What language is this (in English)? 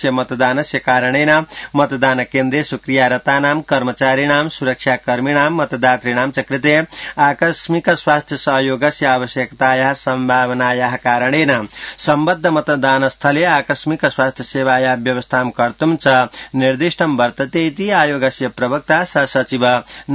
Sanskrit